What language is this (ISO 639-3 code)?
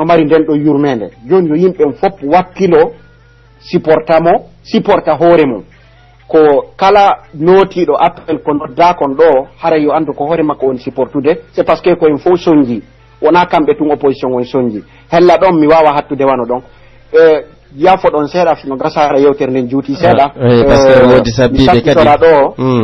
fuf